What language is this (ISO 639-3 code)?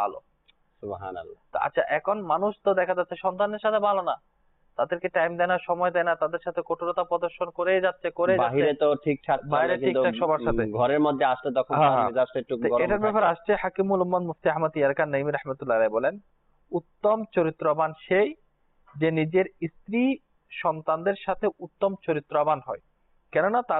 ben